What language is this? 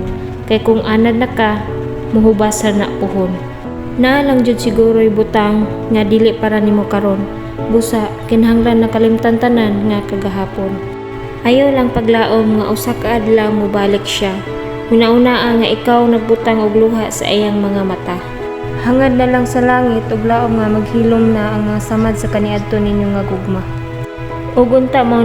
Cebuano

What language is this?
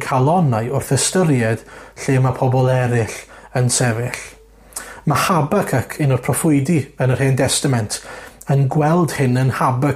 Welsh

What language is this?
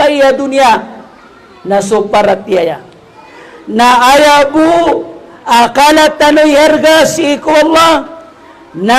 Maranao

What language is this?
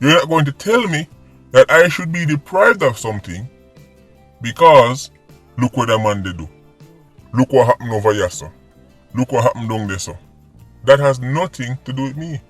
Jamaican Creole English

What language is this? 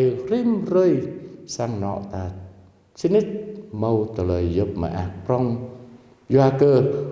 Jarai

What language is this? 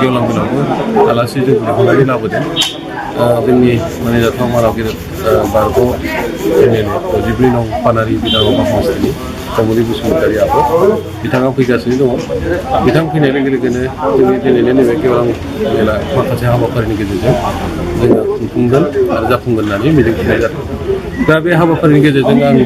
Bodo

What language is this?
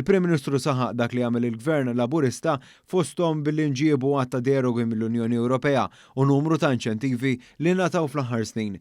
Maltese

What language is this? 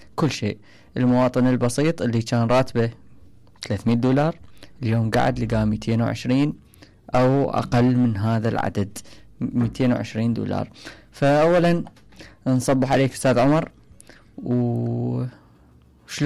Mesopotamian Arabic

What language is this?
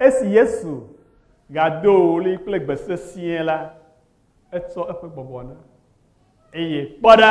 Ewe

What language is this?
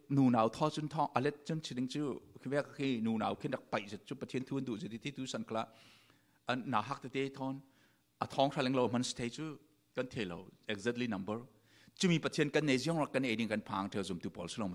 Falam Chin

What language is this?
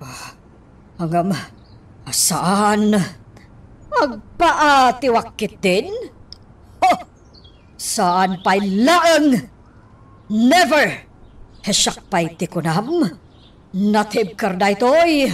Iloko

